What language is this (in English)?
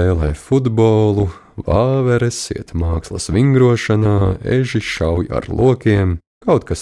Latvian